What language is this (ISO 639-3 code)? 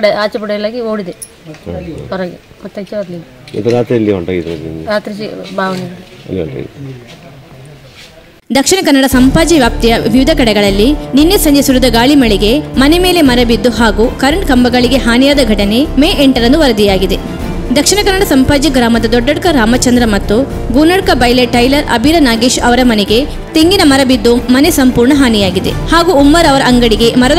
kan